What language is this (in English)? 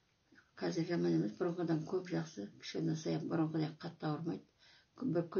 Kazakh